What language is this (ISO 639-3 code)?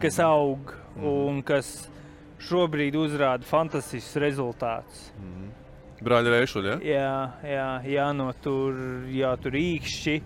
lav